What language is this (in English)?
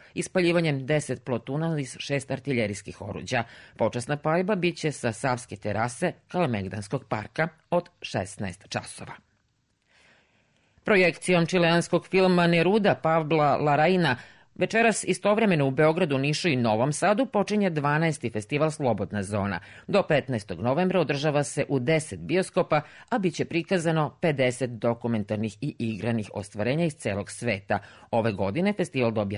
Serbian